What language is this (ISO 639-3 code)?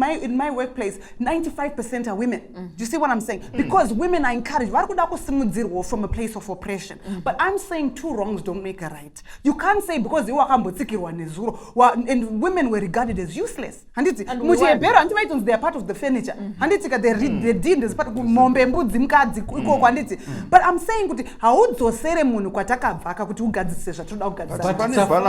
sna